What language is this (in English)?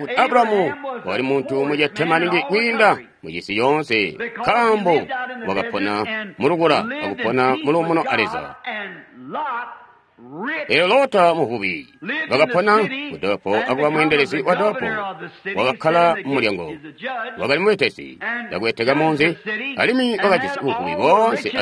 Tonga (Zambia)